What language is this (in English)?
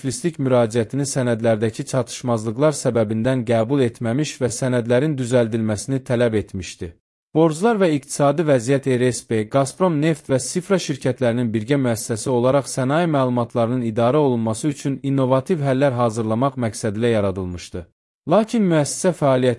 Azerbaijani